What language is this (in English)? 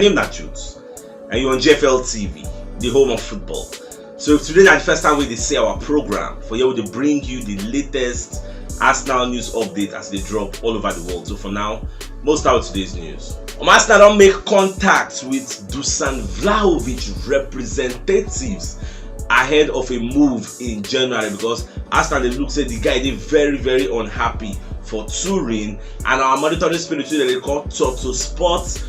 Nigerian Pidgin